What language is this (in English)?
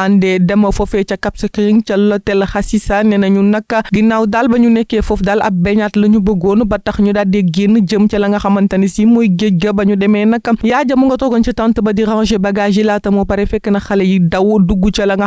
Wolof